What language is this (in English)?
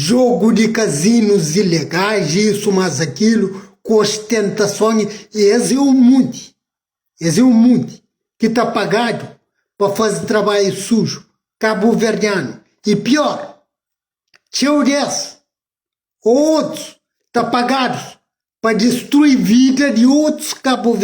Kabuverdianu